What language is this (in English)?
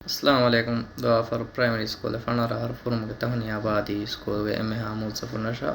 Divehi